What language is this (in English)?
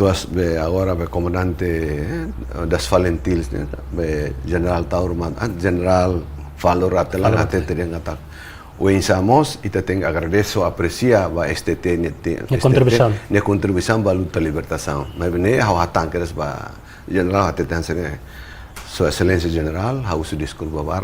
Tetum